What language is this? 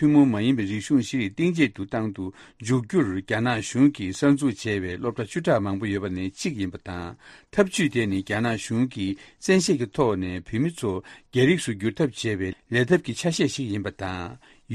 Tibetan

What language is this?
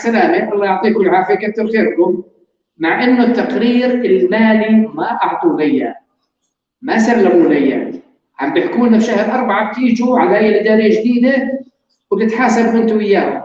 North Levantine Arabic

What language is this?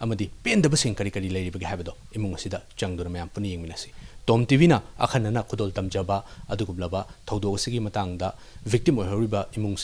Manipuri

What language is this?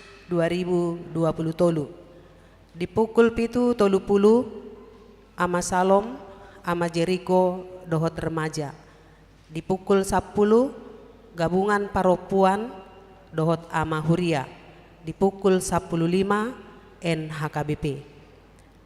Batak Toba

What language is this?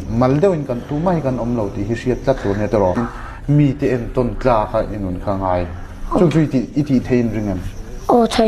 Mizo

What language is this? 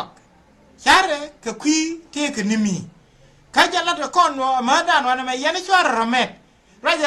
Nuer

